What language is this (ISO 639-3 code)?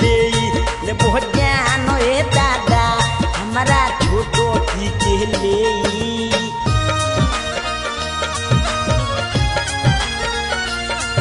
bho